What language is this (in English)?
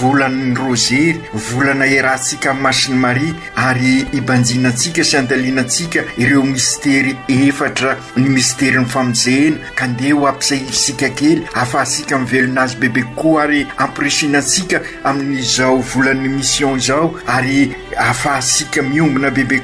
Malagasy